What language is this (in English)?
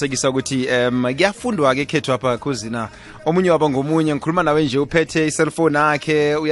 South Ndebele